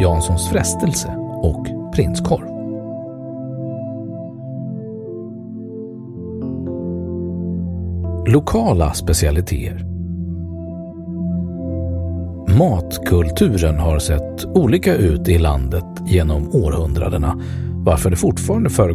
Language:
Swedish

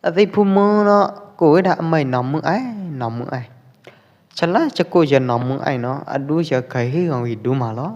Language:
Pwo Eastern Karen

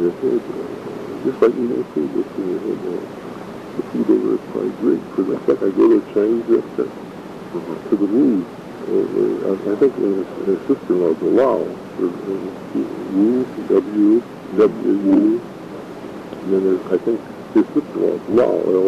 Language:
English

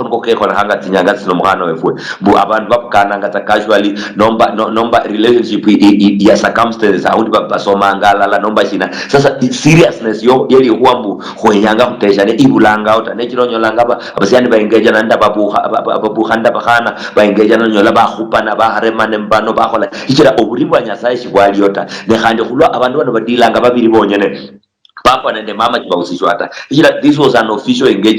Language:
Luyia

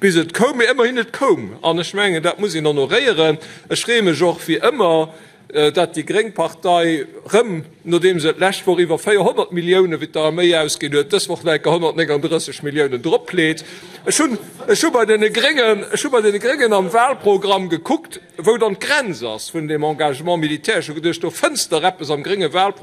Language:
Luxembourgish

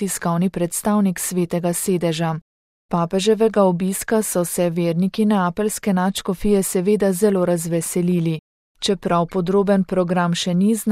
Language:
Slovenian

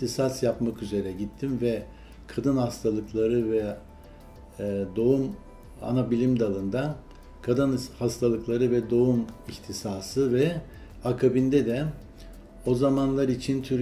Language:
Turkish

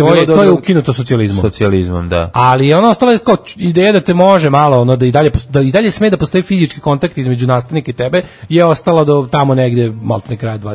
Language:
Serbian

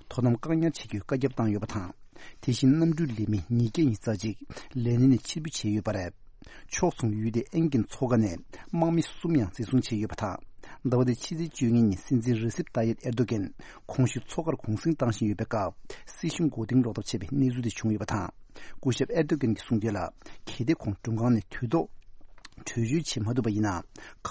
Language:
Tibetan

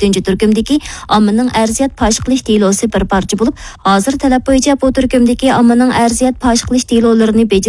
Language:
Uyghur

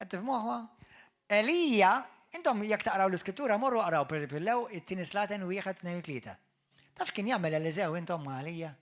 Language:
Maltese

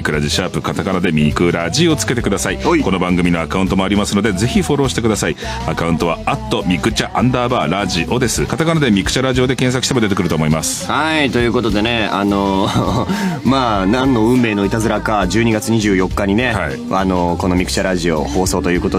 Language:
Japanese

